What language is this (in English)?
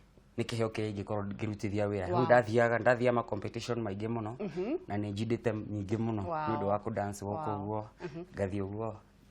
Kikuyu